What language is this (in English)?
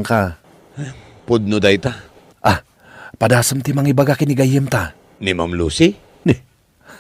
Iloko